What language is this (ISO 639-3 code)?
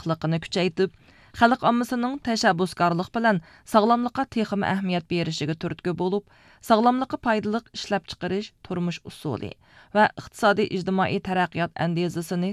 uig